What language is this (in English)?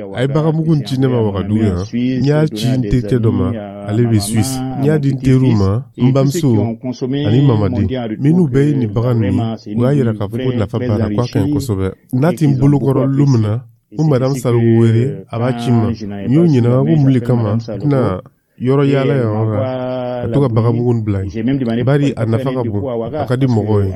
Dyula